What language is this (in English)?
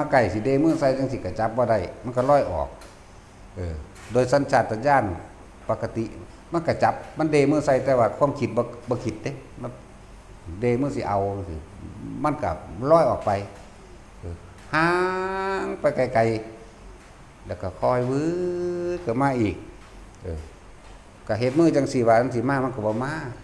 Northeastern Thai